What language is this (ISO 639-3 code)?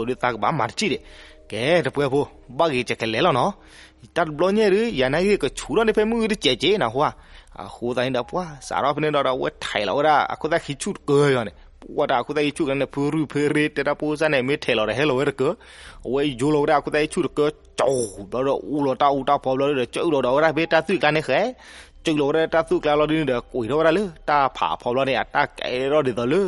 ksw